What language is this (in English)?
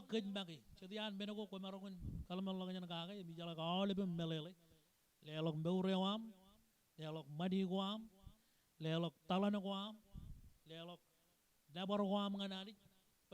Marshallese